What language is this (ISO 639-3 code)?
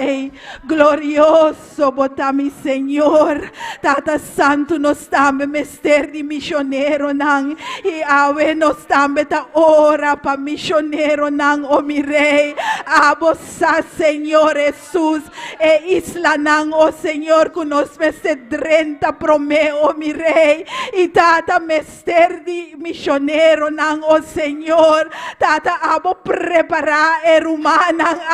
pap